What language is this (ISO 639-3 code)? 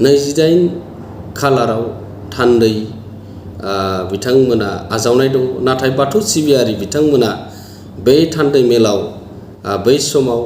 brx